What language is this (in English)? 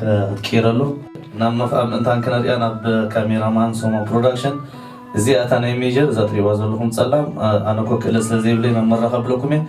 Tigrinya